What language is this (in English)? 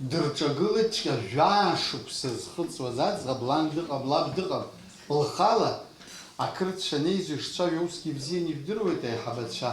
Abkhazian